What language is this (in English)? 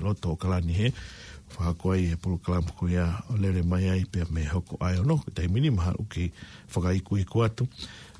Tongan